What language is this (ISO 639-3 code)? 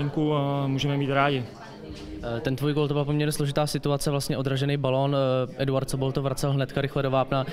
ces